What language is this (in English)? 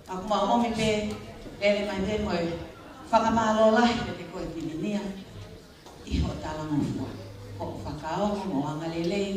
Tongan